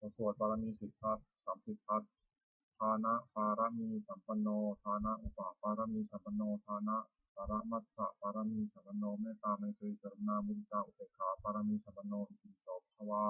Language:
Pali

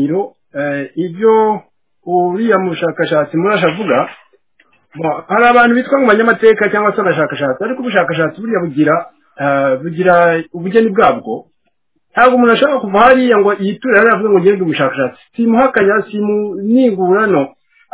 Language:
Kinyarwanda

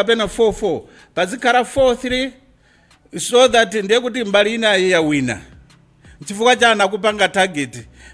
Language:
Nyanja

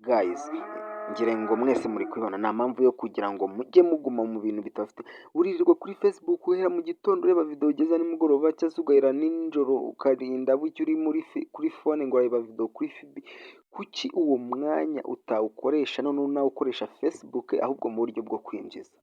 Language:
Kinyarwanda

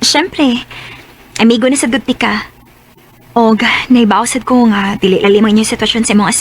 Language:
Cebuano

